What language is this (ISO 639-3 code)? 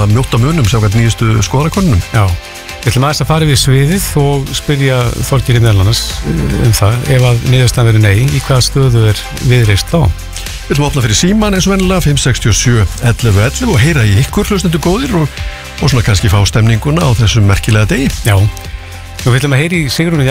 isl